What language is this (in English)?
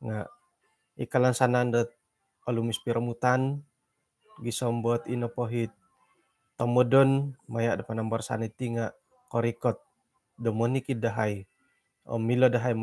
Central Dusun